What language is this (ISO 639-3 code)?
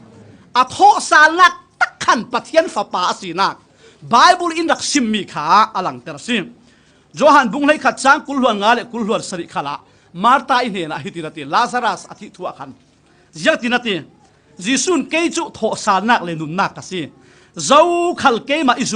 cfm